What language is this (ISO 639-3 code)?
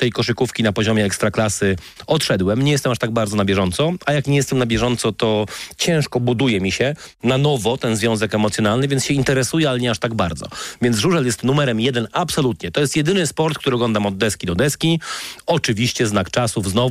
pol